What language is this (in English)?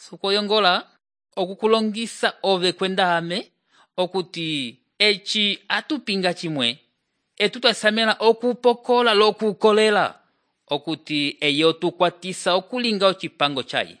Umbundu